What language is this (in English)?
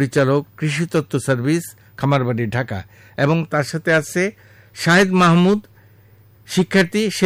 Bangla